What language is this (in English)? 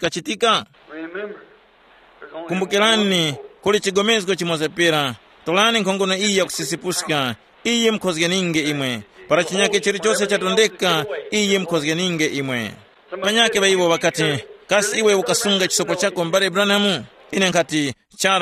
Tumbuka